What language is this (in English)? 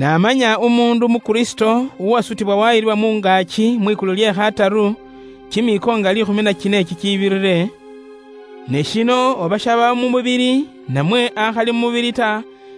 Luyia